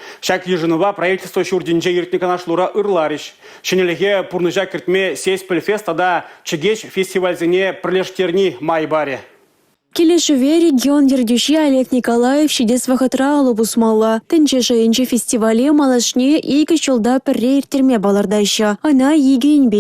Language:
Chuvash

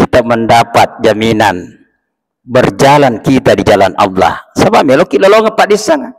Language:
Buginese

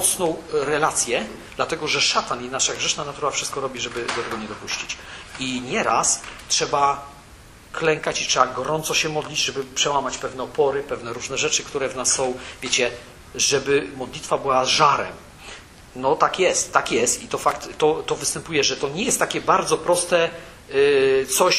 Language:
Polish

